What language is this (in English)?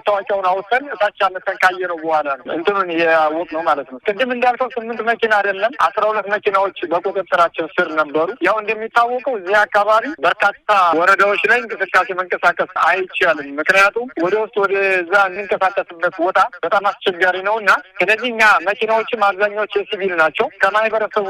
Amharic